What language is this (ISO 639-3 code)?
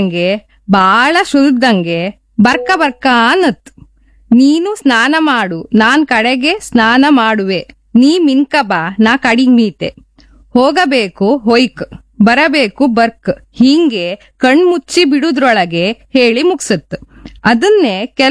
kan